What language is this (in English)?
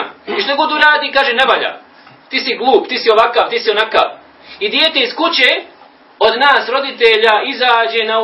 Bosnian